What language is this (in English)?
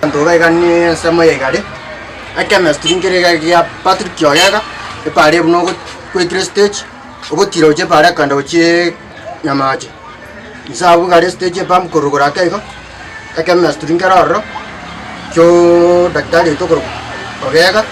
Gusii